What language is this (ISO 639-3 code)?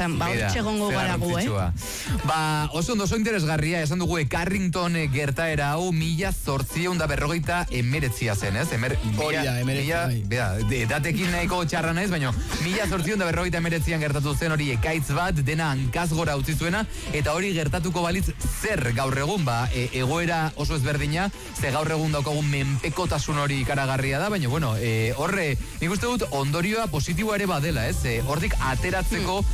eus